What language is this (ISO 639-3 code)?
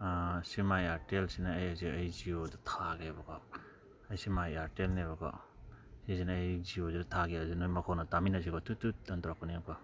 mni